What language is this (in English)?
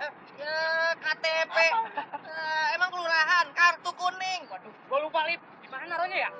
Betawi